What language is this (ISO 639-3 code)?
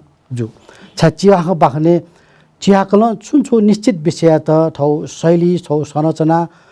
new